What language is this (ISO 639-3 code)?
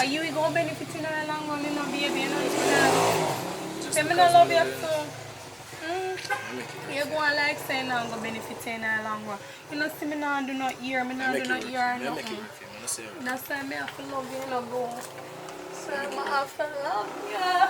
jam